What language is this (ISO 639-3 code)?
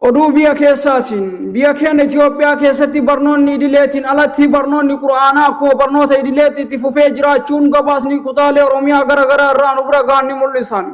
orm